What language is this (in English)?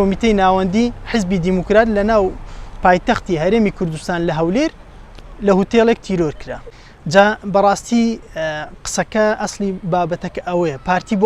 Central Kurdish